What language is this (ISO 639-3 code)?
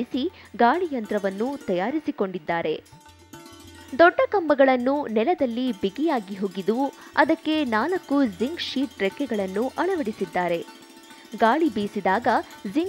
kan